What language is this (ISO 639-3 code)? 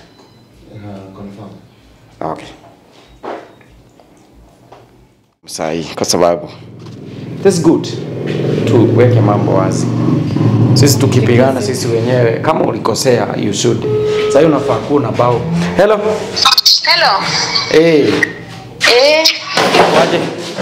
swa